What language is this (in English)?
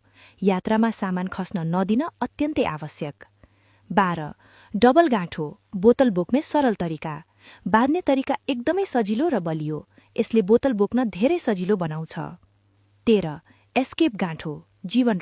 Nepali